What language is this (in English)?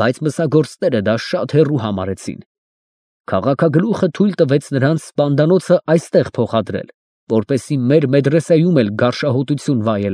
Armenian